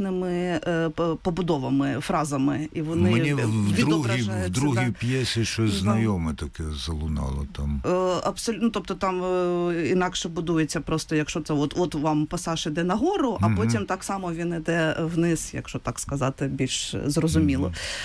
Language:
Ukrainian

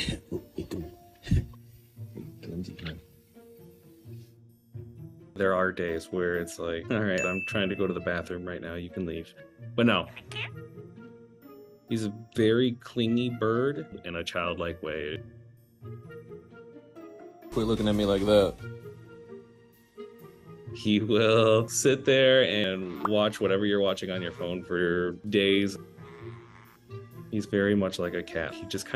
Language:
English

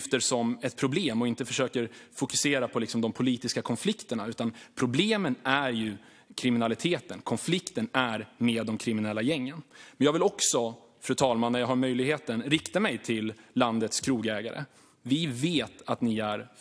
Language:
Swedish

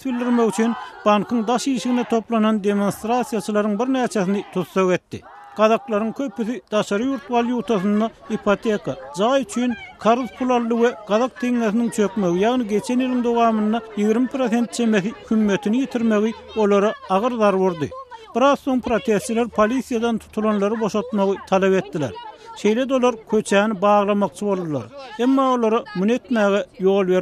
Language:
Turkmen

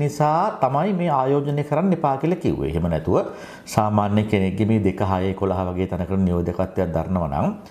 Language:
Sinhala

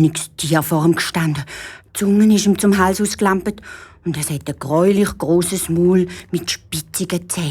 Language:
Swiss German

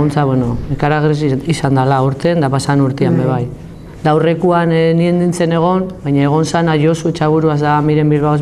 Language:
Basque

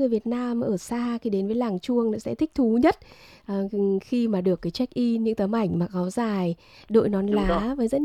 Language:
Vietnamese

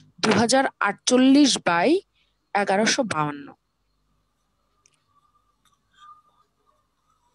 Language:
Bangla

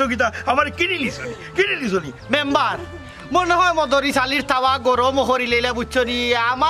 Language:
Sylheti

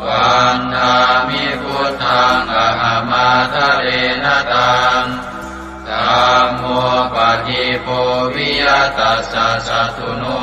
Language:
Pali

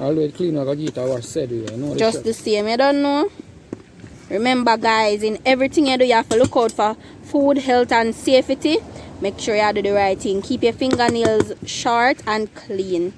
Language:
Jamaican Creole English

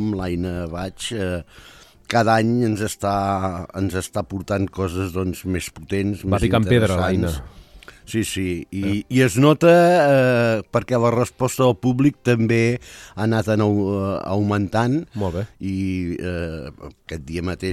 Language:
Catalan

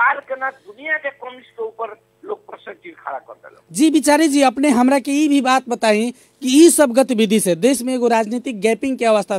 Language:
Bhojpuri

